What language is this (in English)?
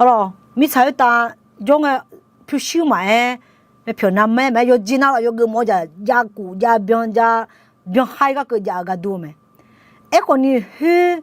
Akha